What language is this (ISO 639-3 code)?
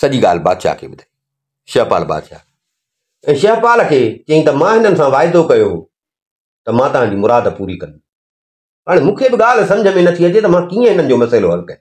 snd